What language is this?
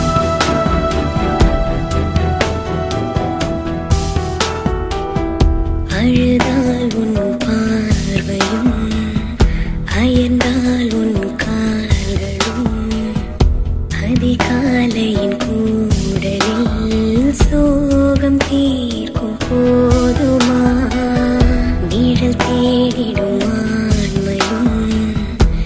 Tamil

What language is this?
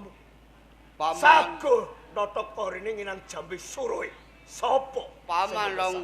Javanese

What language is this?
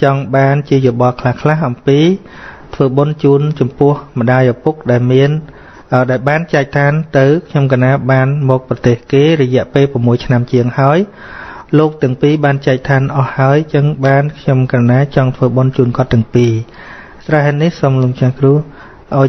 Khmer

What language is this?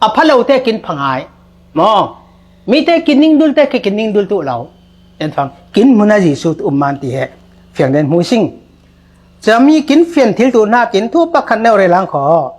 Falam Chin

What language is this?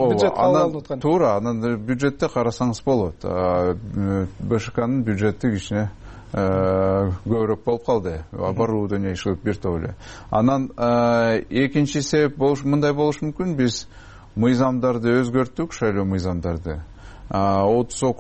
Kyrgyz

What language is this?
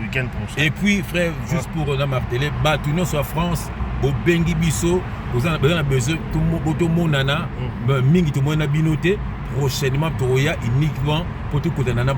Lingala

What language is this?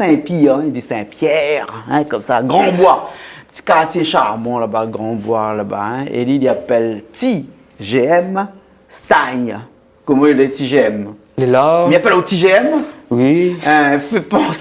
Réunion Creole French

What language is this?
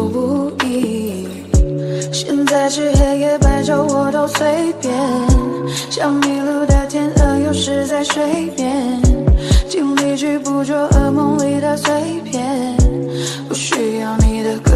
Chinese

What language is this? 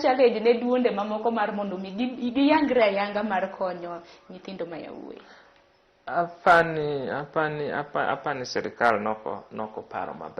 Luo (Kenya and Tanzania)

